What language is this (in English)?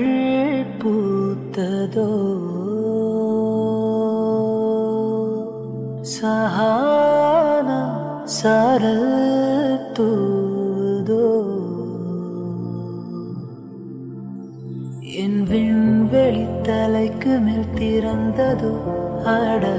Tamil